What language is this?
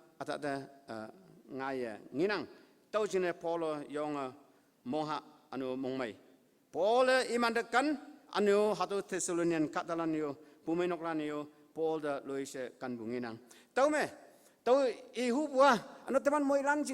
Konyak Naga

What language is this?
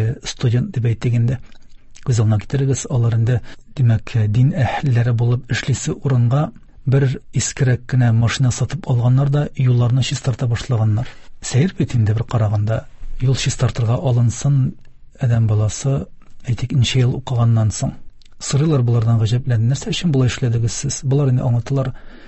Tatar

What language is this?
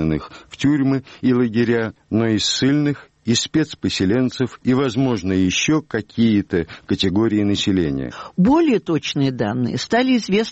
Russian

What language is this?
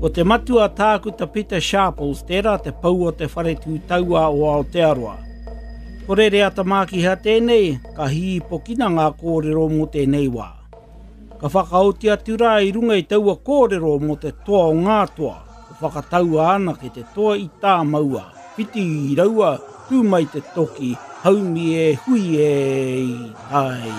Māori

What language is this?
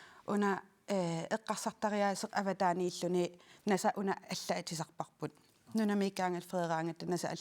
Kalaallisut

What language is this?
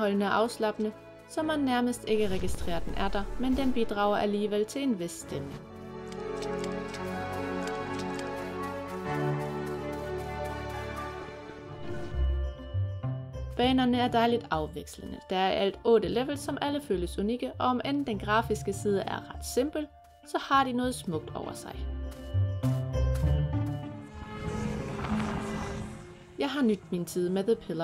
Danish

